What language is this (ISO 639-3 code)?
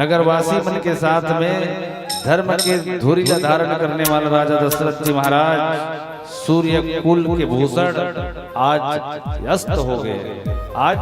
hne